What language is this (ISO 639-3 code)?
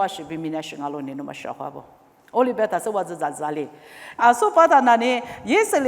lis